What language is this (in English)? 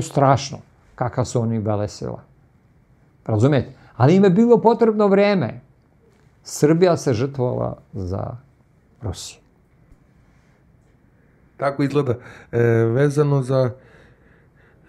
Serbian